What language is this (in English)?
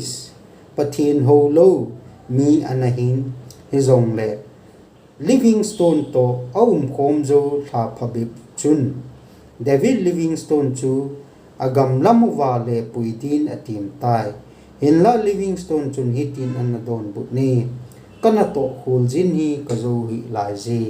Thado Chin